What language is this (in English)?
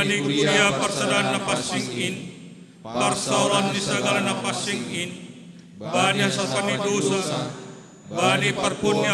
Batak Simalungun